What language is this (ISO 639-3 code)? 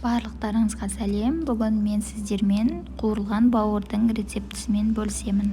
kaz